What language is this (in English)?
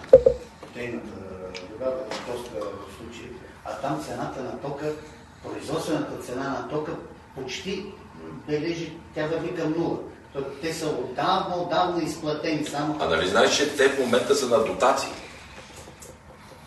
Bulgarian